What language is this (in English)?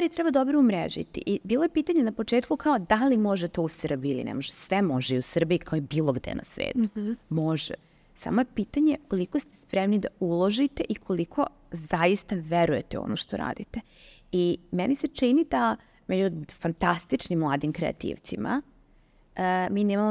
Serbian